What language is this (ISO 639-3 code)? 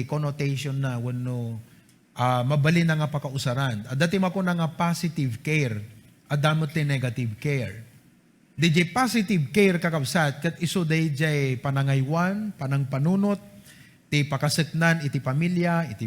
ilo